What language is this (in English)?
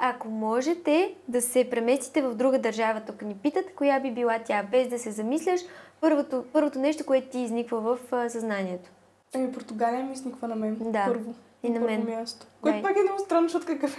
Bulgarian